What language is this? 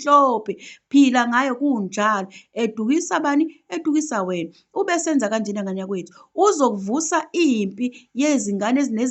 Zulu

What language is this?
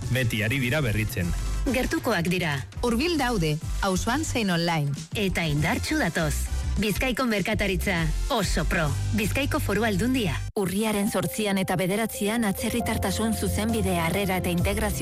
Basque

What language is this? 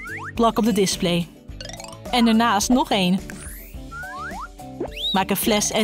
Dutch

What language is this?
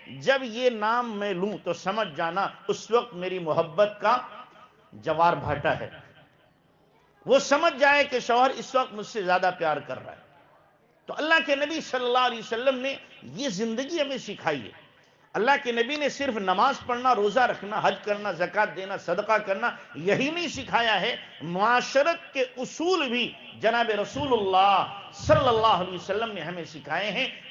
Urdu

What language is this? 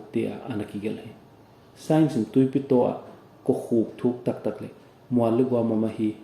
Paite Chin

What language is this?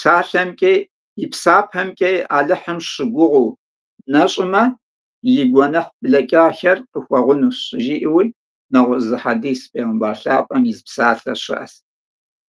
Kabardian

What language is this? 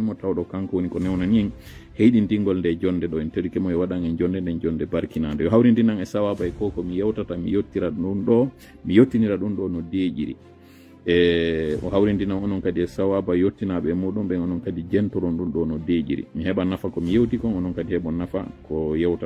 Fula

